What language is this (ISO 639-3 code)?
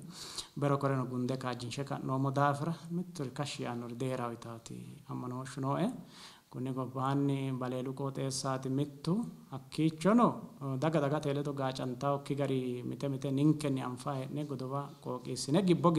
sid